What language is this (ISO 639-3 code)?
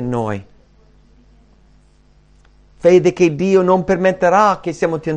ita